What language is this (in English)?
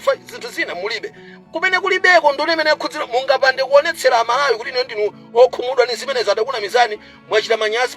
Nyanja